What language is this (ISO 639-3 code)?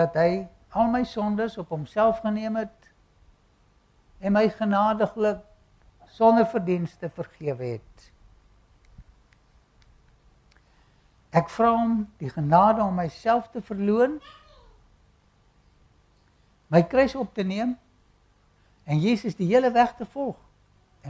afr